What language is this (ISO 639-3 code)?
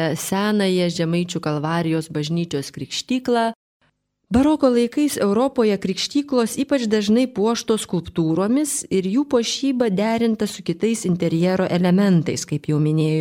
lit